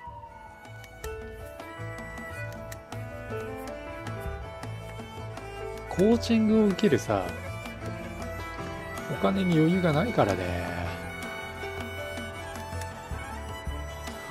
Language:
Japanese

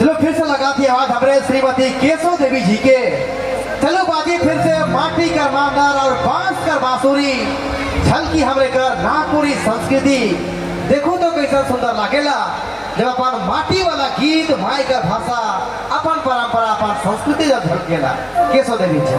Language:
Sadri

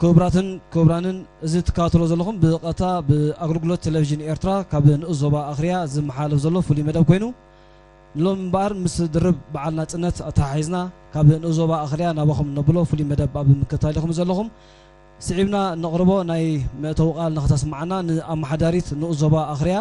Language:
Tigrinya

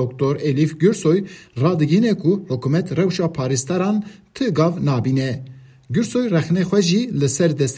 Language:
Kurdish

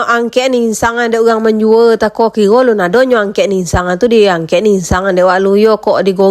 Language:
Minangkabau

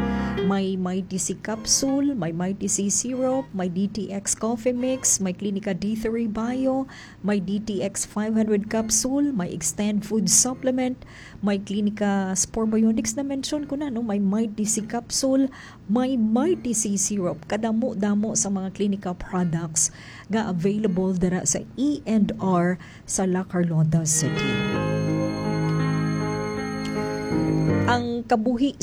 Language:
Hiligaynon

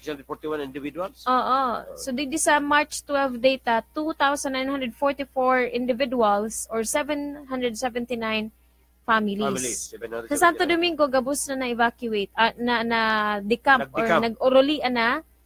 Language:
Bikol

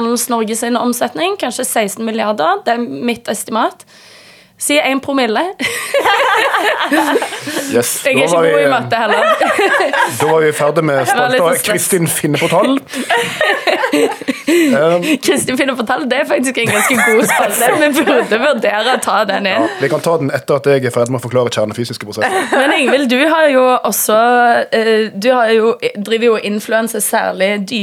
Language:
Norwegian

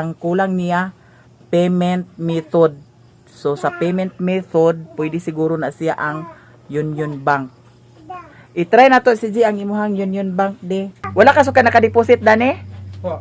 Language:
Cebuano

